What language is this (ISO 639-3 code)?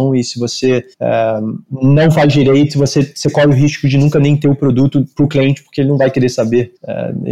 por